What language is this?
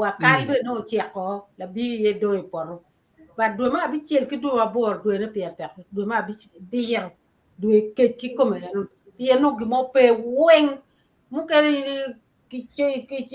Acoli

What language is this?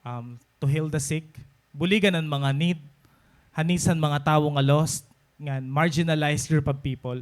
Waray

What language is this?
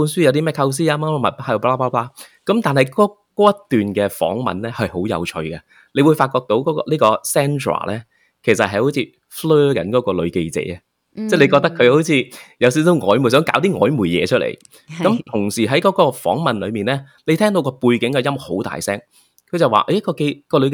Cantonese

